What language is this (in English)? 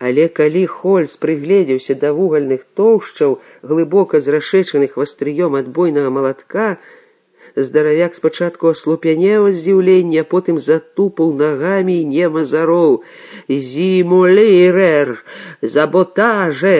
Belarusian